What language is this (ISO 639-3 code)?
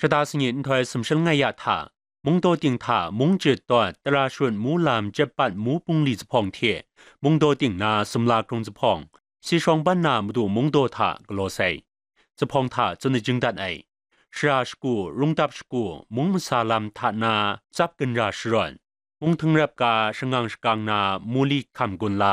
kac